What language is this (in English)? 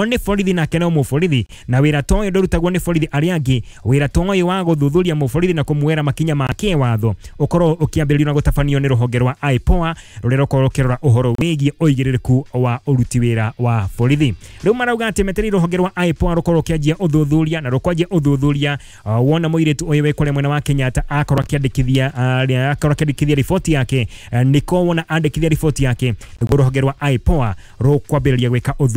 Kikuyu